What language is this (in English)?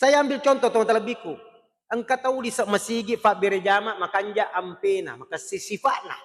Buginese